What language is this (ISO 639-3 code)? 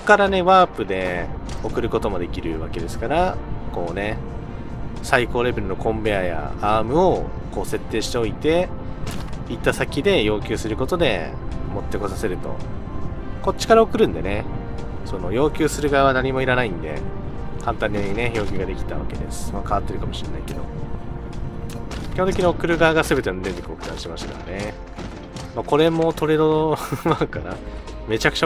jpn